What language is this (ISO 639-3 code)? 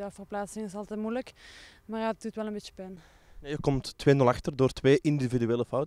nld